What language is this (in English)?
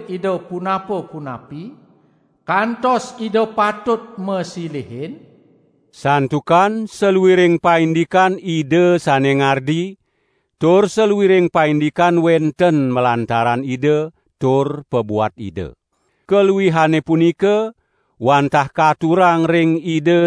Balinese